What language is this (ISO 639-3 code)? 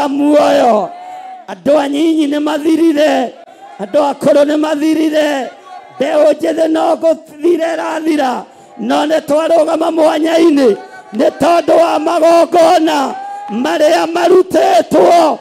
kik